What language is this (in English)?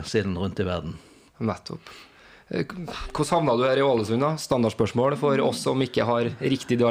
Norwegian